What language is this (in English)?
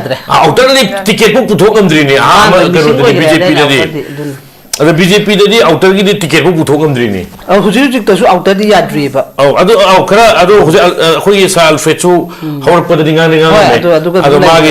Manipuri